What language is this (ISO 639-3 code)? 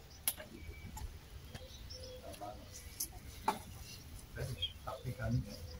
deu